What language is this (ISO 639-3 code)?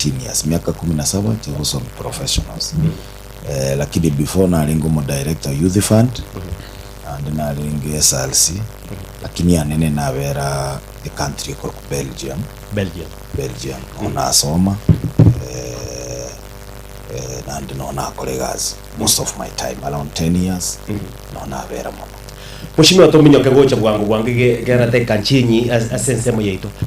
guz